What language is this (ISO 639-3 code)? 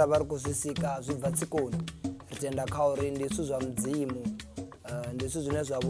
ven